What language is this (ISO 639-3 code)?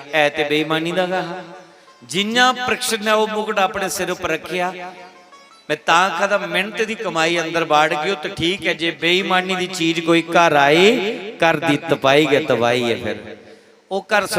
doi